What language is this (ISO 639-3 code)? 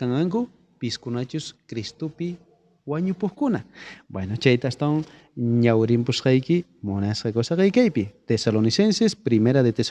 quh